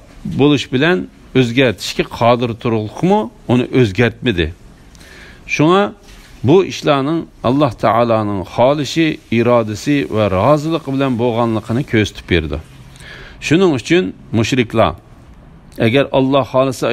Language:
Uyghur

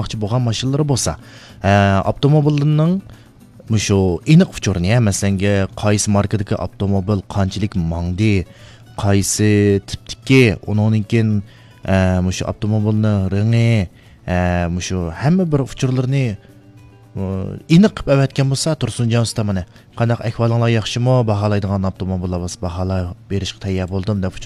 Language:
Uyghur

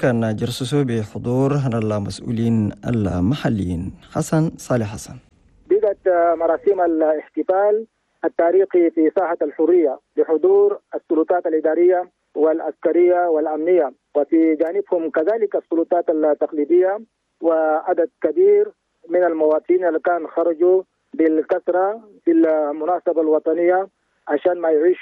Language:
Chadian Arabic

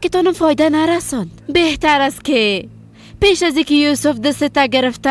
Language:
Persian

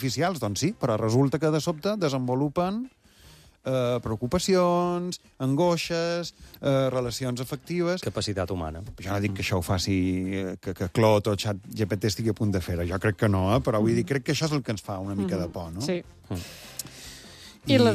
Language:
Catalan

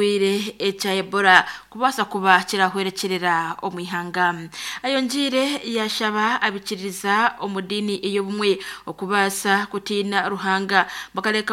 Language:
Nyankole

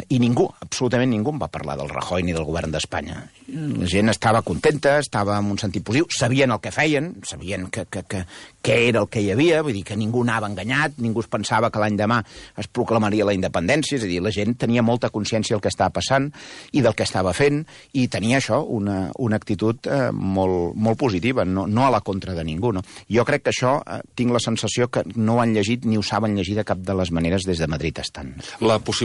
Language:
Catalan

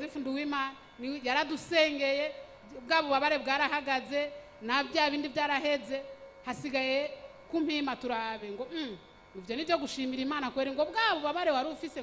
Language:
Rundi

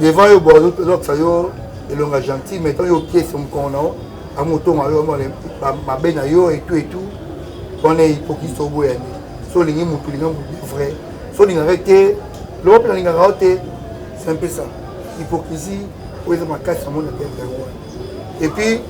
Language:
Lingala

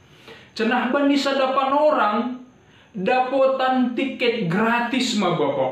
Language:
Batak Simalungun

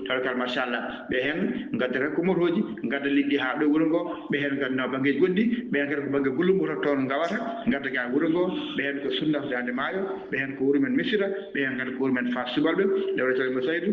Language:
Fula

